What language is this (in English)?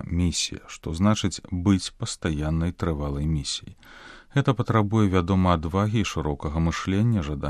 Belarusian